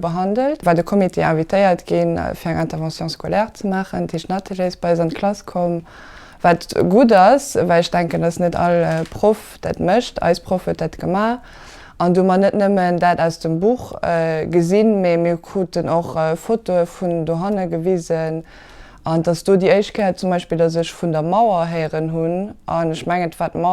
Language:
Luxembourgish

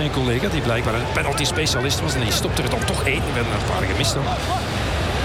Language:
Dutch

